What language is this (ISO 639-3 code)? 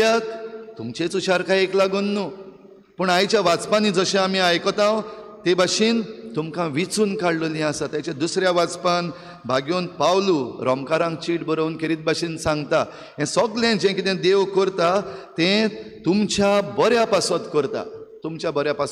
kok